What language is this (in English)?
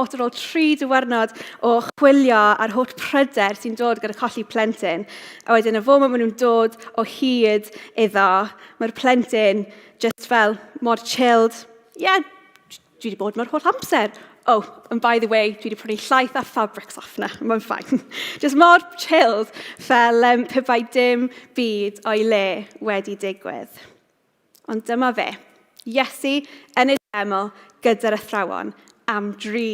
Welsh